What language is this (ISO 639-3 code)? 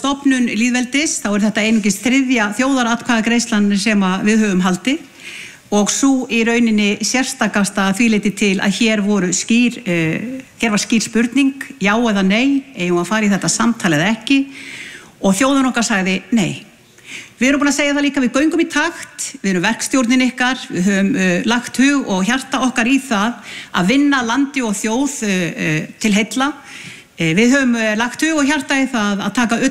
isl